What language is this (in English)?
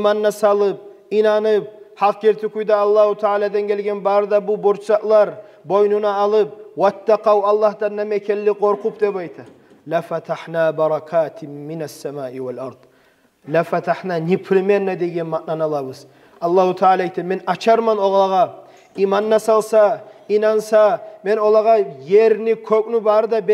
Kumyk